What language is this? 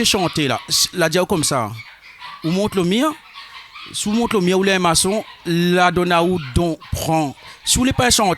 Réunion Creole French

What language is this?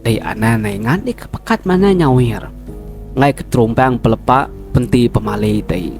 Iban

